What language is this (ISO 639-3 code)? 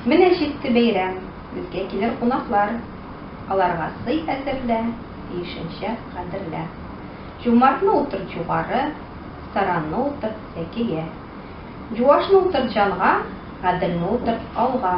tat